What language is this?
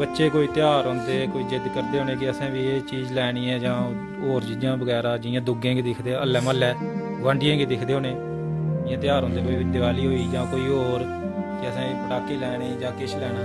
Dogri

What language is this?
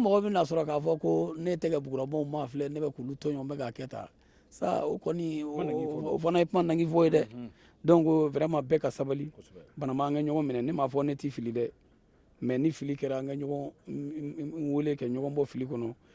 Bambara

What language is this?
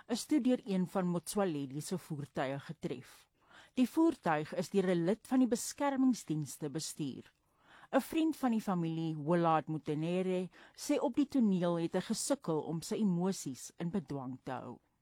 Afrikaans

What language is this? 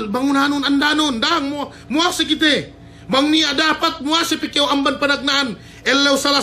Yakan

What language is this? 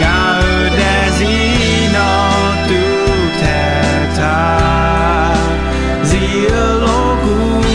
Akha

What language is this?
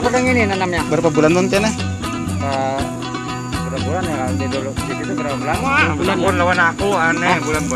Banjar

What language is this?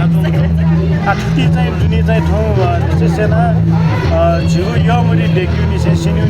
Newari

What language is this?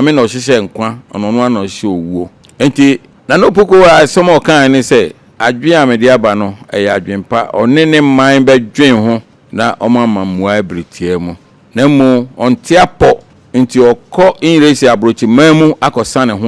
Akan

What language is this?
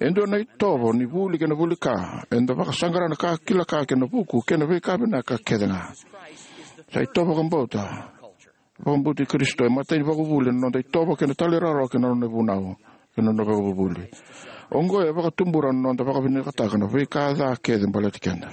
Fijian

